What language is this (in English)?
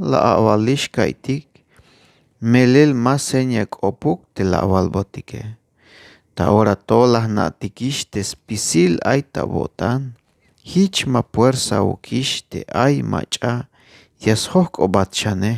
Tzeltal